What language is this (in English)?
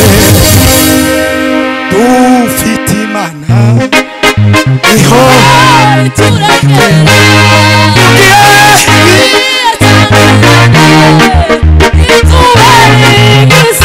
Kinyarwanda